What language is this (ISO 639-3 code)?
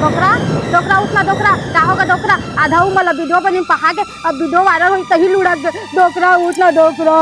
hne